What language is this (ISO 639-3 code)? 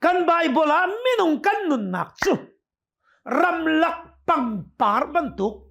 cnh